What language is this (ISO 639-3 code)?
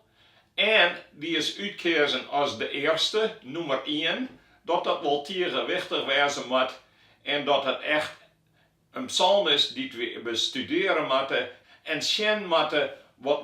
fry